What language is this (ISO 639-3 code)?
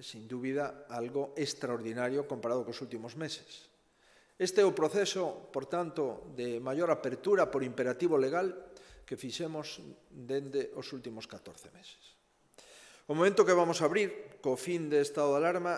glg